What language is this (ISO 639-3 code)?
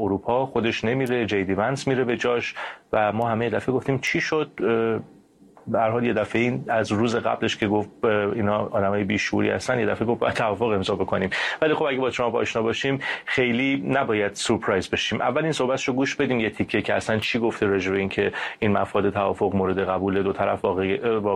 fas